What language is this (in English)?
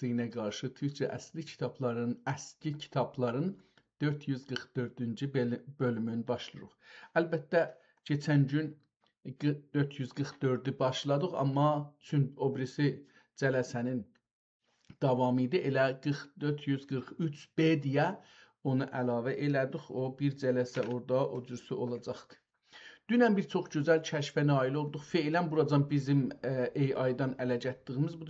South Azerbaijani